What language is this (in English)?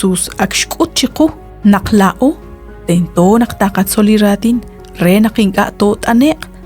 Kekchí